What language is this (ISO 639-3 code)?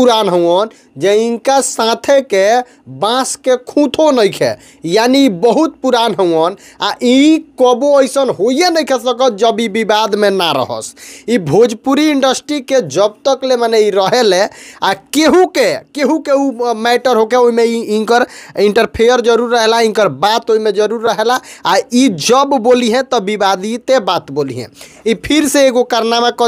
bho